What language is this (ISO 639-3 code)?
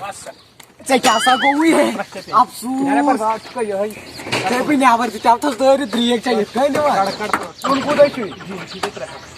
kas